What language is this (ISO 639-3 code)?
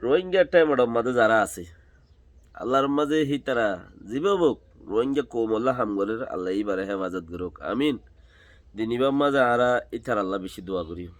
rhg